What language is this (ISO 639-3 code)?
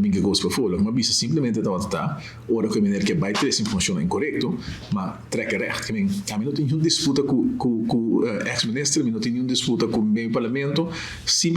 pap